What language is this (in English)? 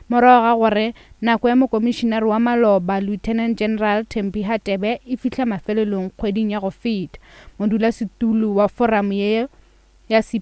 Northern Sotho